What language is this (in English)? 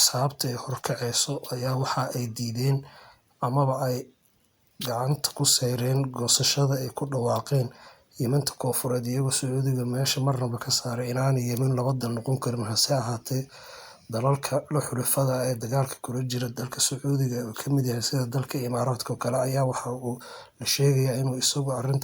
Somali